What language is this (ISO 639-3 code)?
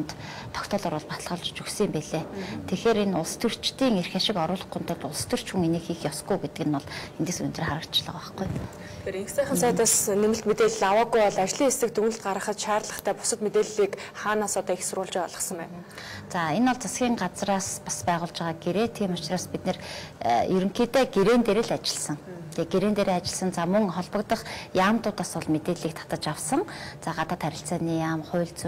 mon